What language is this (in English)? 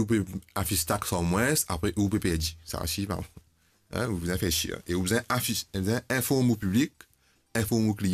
Morisyen